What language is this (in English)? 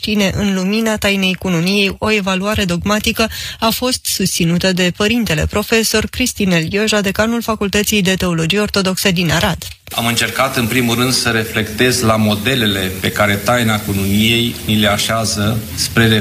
Romanian